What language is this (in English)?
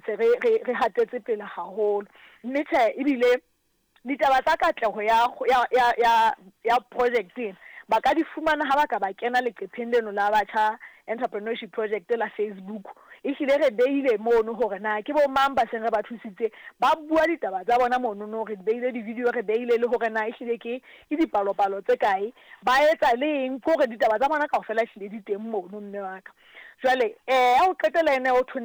Southern Sotho